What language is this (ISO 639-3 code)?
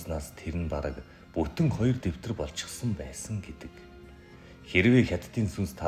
mon